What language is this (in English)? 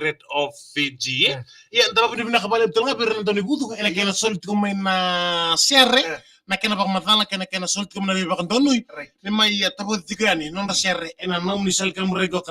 Fijian